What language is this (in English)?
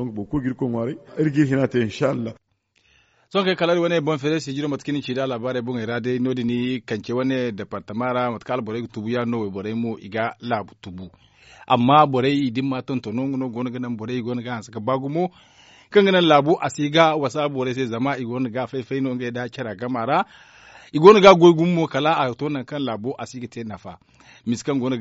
Zarma